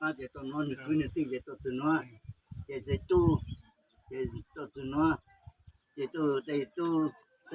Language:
Hmong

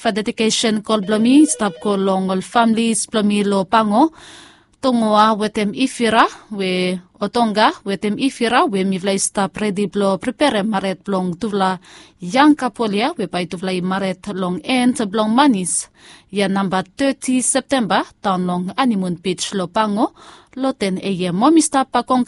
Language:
Bislama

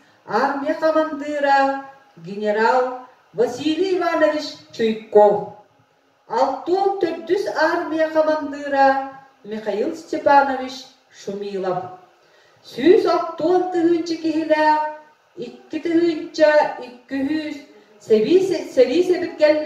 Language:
Yakut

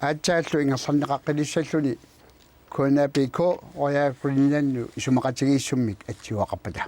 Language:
Kalaallisut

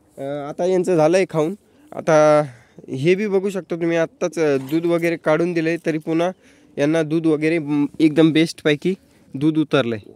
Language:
Marathi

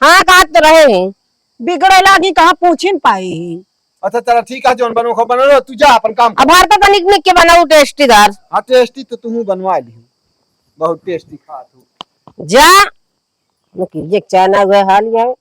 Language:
Awadhi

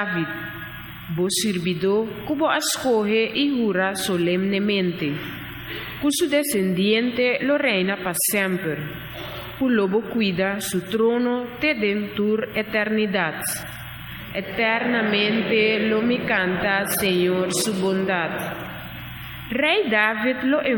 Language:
Papiamento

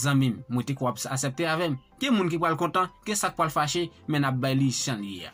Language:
Haitian Creole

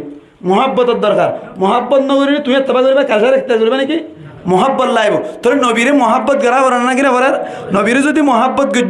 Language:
Rohingya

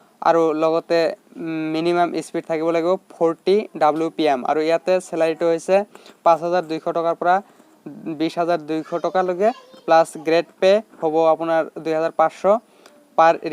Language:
Assamese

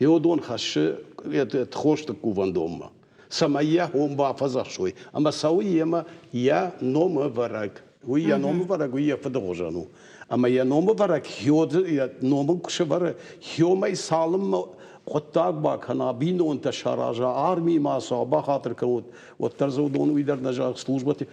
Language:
Ossetic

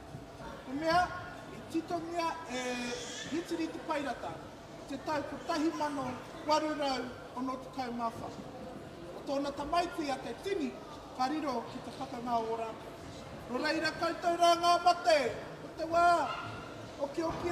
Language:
Māori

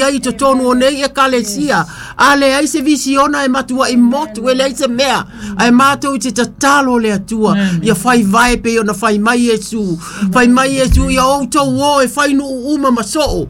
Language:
Samoan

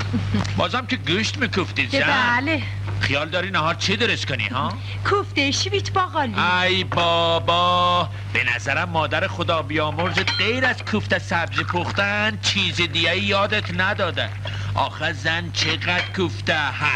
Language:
Persian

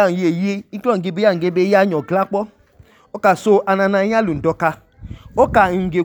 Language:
Idoma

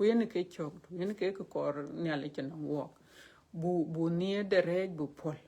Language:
Dinka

